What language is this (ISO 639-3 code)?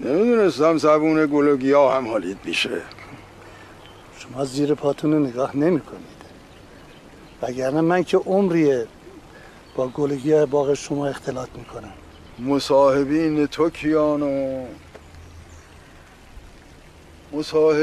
fas